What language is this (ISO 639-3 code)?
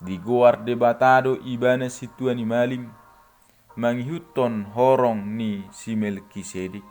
bbc